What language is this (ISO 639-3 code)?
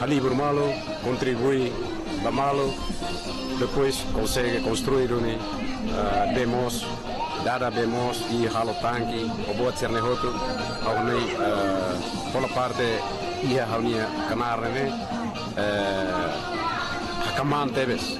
tet